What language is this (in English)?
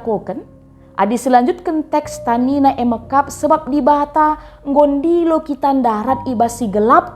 Batak Karo